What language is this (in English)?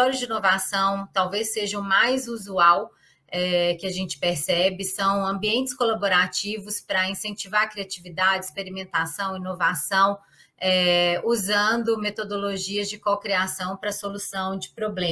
Portuguese